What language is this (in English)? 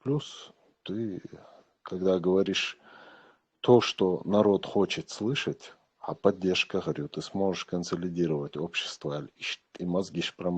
Chechen